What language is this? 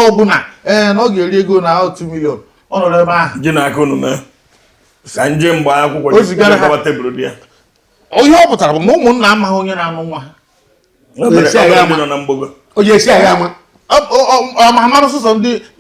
Igbo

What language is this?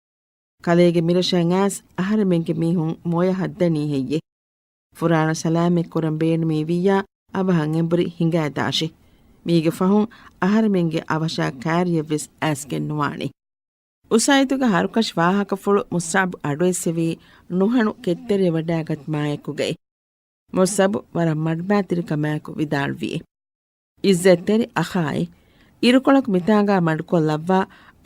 Divehi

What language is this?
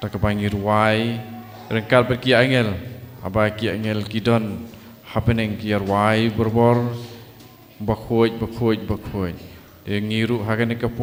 Khasi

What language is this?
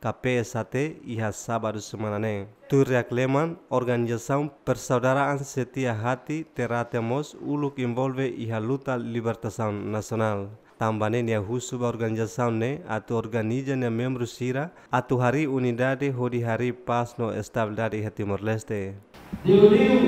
Tetum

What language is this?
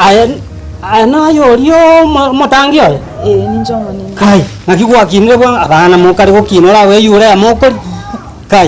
Gusii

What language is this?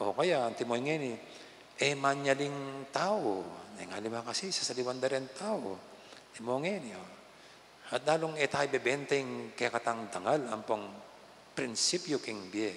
Pampanga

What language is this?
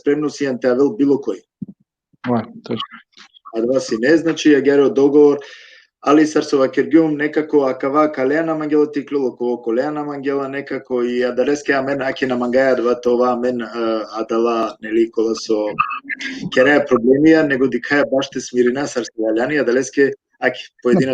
Balkan Romani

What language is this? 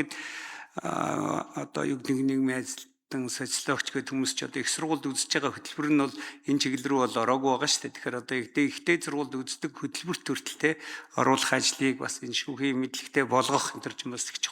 Mongolian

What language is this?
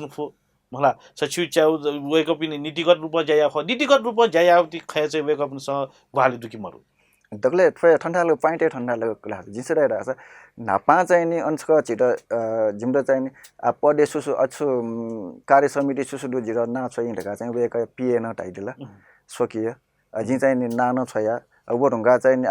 Newari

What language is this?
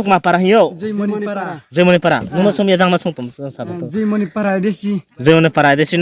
Riang (India)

